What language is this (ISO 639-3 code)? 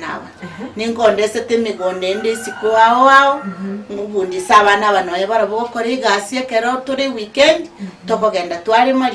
guz